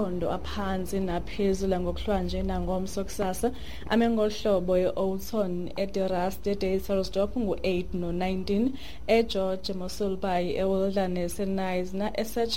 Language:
Xhosa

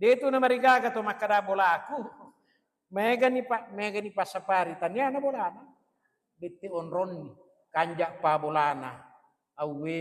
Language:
Buginese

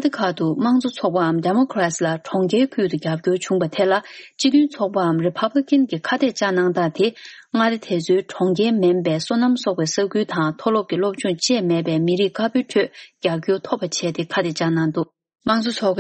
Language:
Tibetan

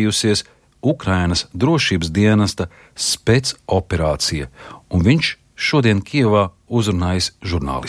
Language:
Latvian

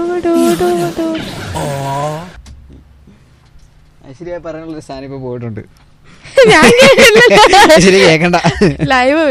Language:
Malayalam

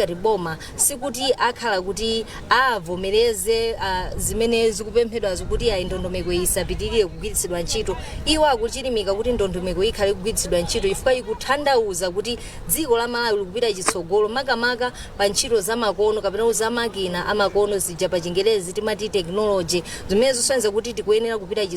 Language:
Nyanja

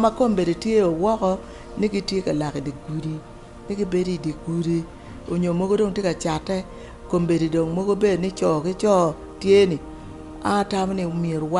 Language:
Acoli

